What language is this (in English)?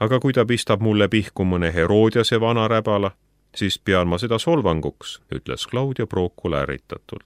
Estonian